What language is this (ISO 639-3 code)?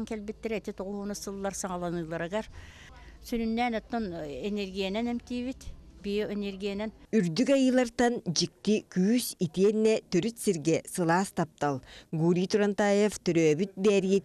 sah